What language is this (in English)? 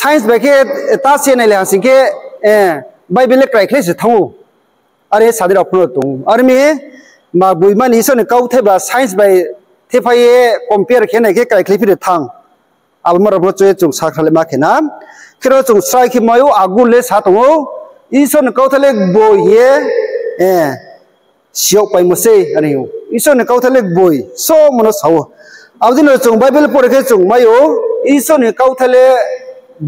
Riang (India)